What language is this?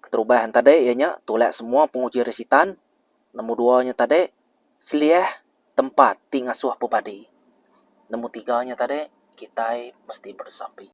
Iban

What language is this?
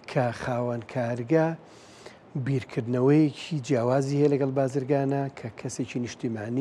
Central Kurdish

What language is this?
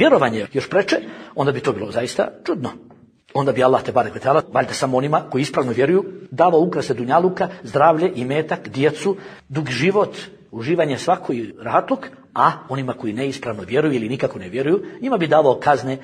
Bosnian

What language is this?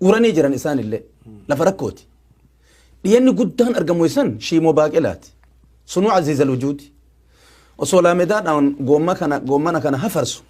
Oromo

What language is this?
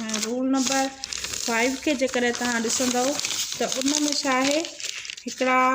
Sindhi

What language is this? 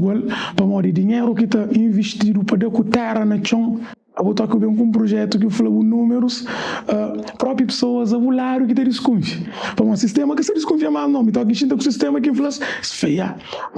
Kabuverdianu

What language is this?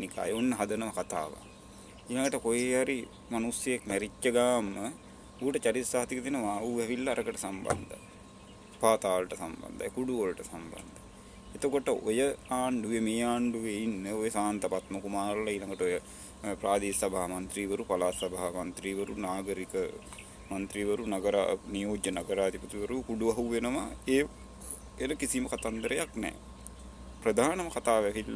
Sinhala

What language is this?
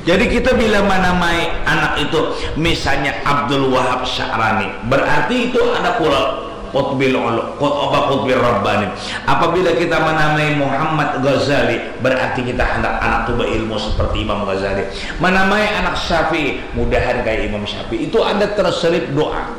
Banjar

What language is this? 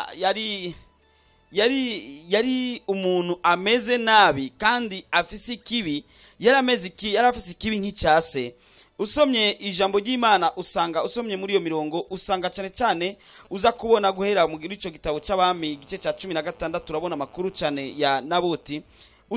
Rundi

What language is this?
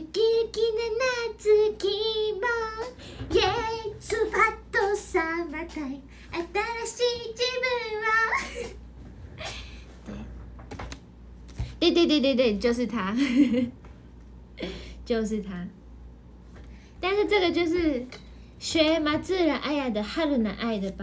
Chinese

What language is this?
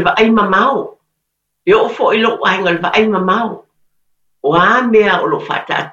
Samoan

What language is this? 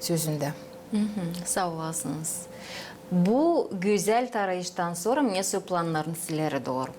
Gagauz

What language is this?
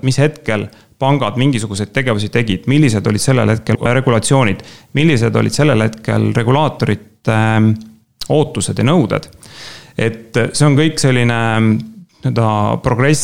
Estonian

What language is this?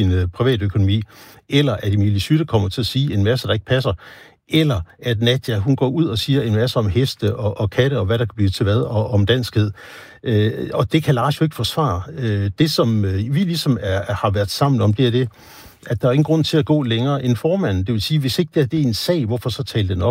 Danish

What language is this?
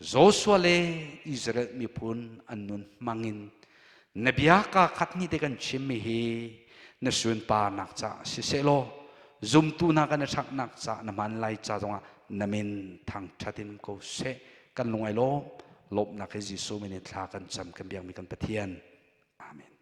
Hakha Chin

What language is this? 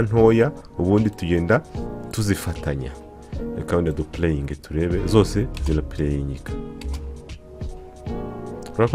Kinyarwanda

